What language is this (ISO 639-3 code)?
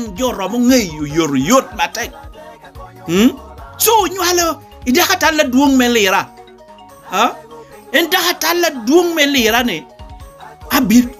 laj